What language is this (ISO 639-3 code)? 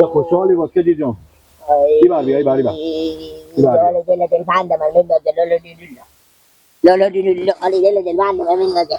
fas